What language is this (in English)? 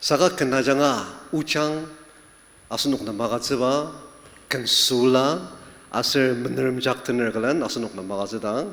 Ao Naga